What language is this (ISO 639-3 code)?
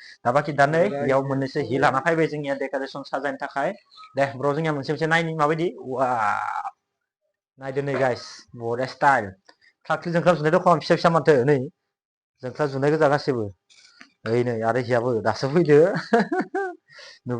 brx